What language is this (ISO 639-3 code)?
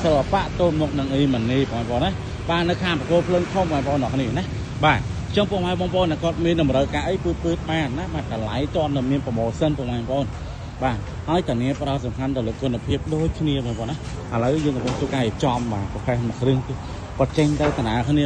khm